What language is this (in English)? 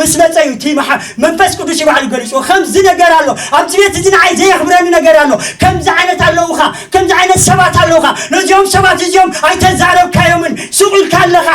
Tigrinya